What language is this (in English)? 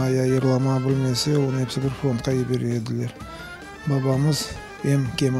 Crimean Tatar